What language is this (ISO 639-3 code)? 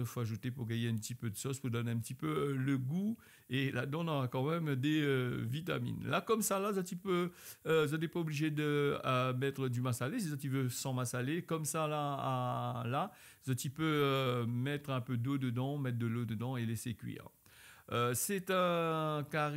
rcf